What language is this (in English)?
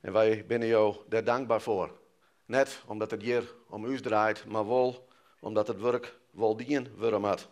Western Frisian